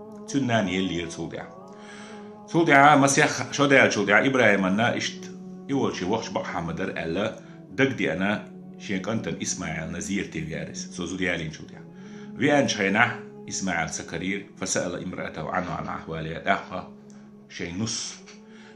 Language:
Chechen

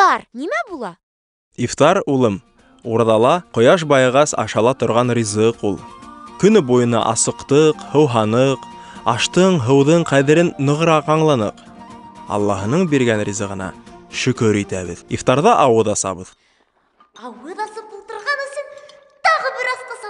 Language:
Bashkir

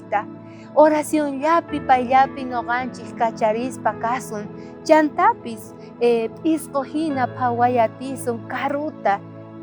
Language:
South Bolivian Quechua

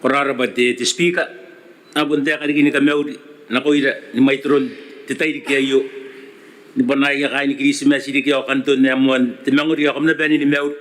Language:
Gilbertese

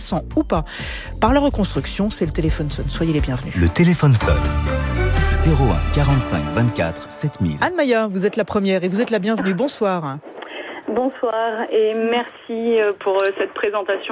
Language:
French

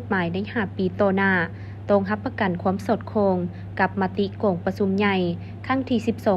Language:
Lao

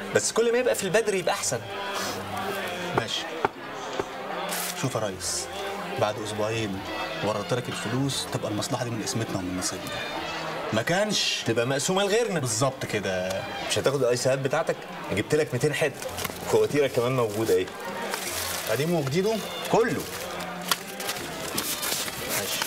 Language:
Egyptian Arabic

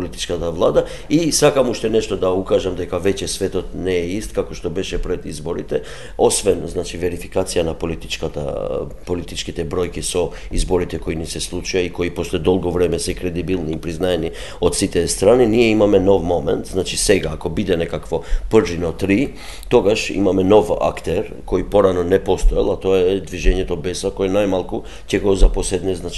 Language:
Macedonian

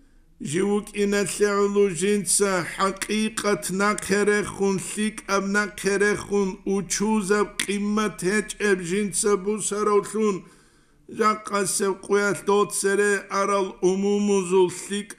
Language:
Avaric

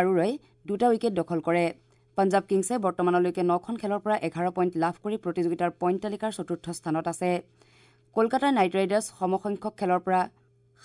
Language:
Assamese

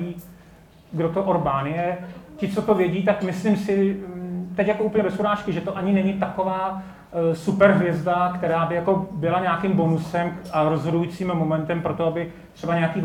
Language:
Czech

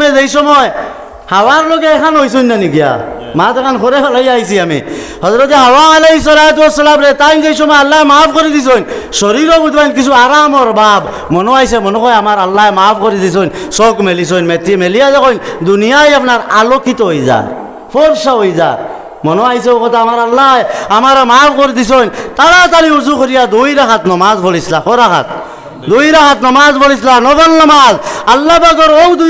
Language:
Sylheti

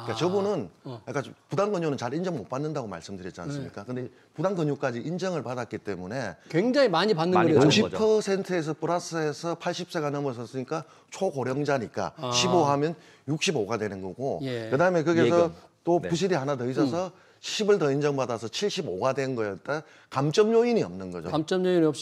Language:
Korean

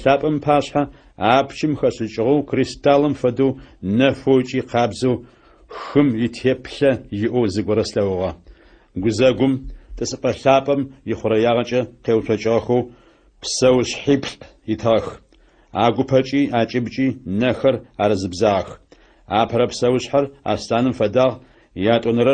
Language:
Adyghe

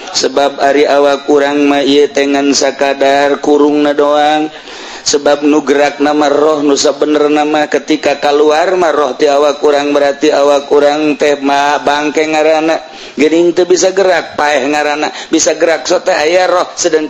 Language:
Sundanese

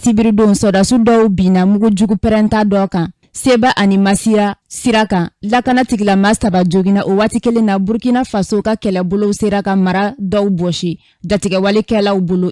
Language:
Bambara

